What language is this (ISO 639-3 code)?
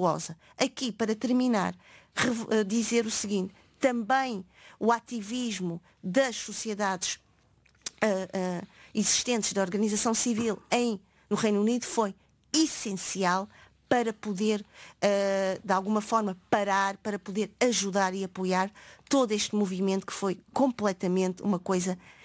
por